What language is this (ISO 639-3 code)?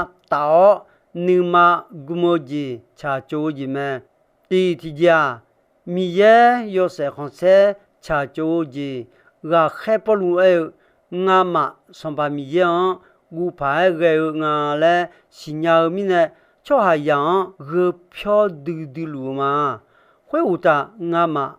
ahk